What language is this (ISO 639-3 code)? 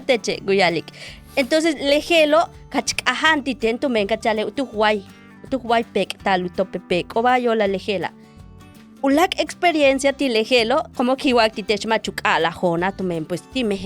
yua